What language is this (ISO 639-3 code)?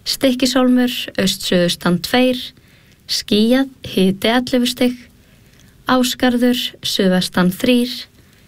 isl